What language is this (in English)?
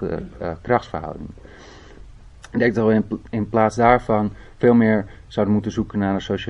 Dutch